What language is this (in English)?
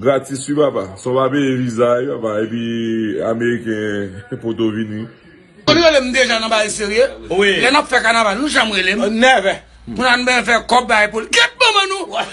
Haitian Creole